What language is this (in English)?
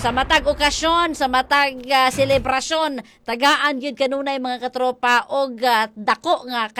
Cebuano